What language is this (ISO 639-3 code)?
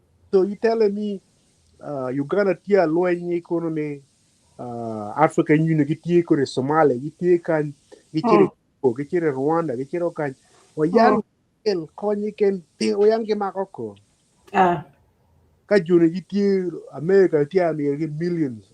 ach